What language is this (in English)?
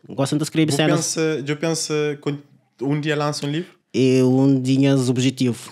Kabuverdianu